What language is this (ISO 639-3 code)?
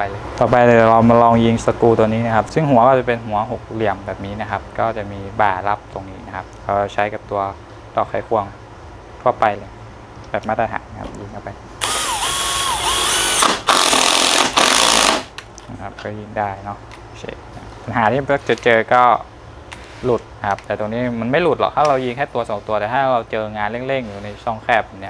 tha